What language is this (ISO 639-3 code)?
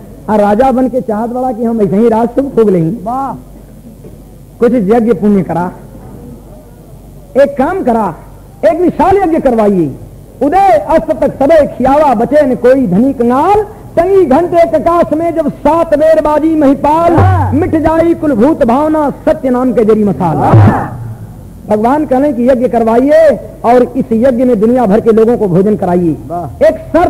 bho